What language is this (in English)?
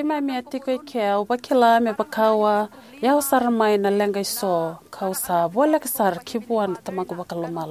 Fijian